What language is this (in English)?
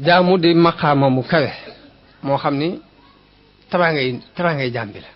Wolof